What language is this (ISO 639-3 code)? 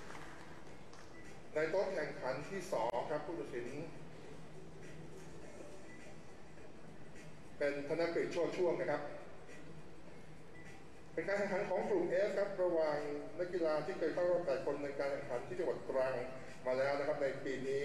tha